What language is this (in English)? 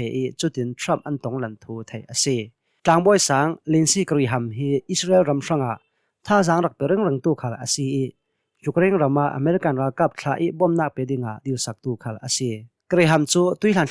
Hakha Chin